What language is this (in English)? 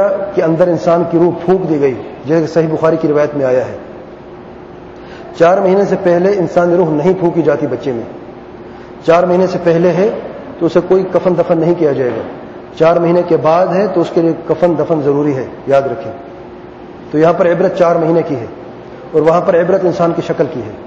Urdu